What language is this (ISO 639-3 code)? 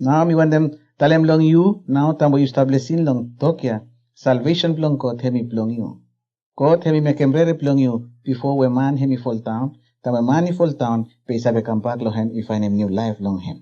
bis